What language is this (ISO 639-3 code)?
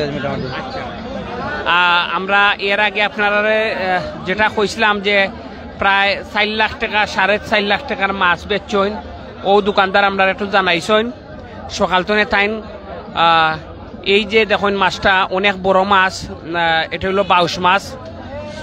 syl